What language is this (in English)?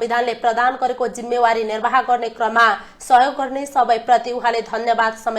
Nepali